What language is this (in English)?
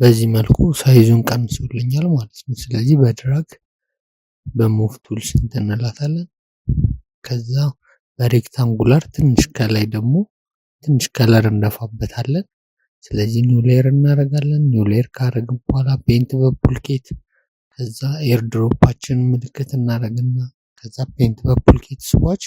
Amharic